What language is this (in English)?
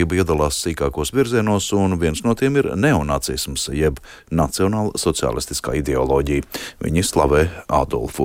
Latvian